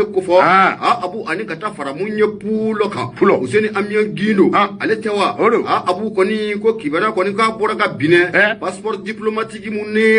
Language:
Bambara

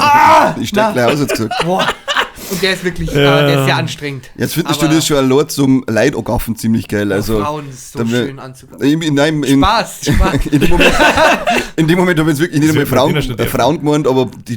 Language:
Bavarian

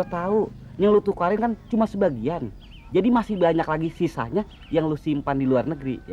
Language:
Betawi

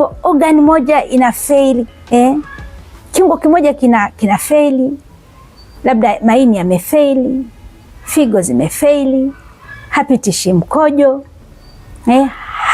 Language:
Swahili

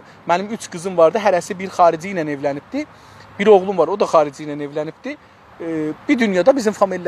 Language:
South Azerbaijani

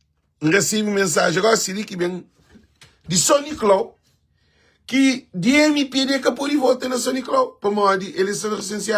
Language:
Kabuverdianu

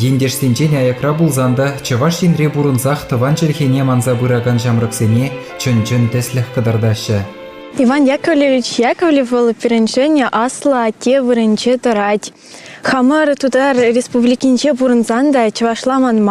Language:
Chuvash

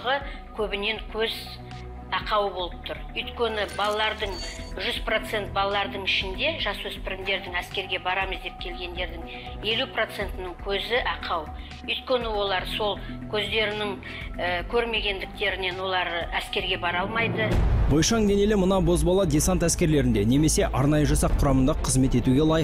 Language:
Kazakh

